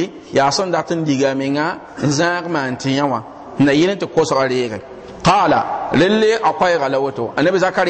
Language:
Mossi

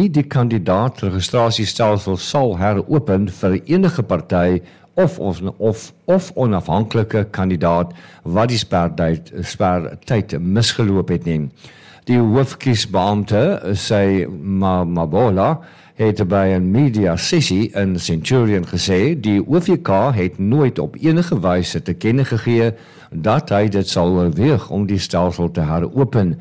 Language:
Afrikaans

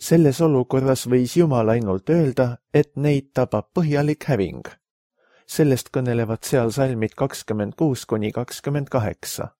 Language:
Estonian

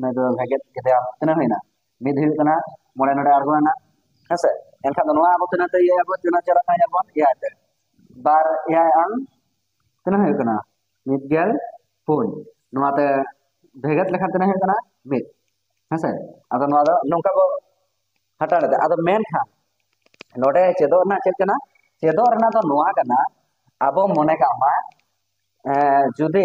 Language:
Santali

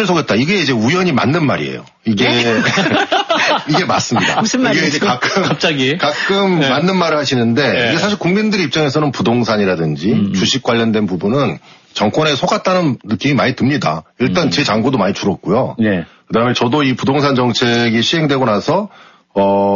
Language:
Korean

